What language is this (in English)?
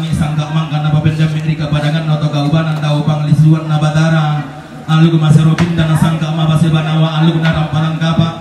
Toraja-Sa'dan